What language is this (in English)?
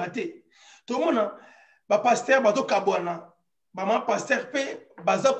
Lingala